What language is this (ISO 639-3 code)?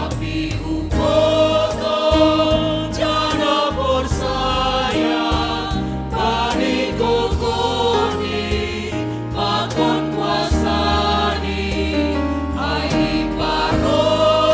bts